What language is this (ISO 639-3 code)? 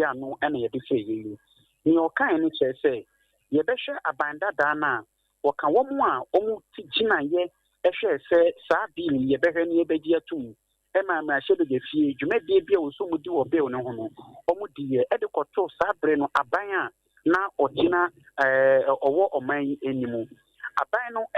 aka